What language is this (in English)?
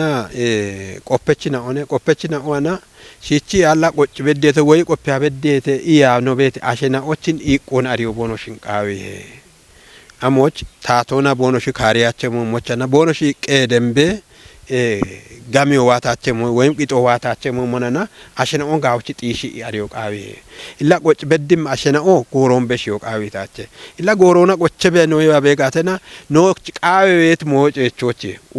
Kafa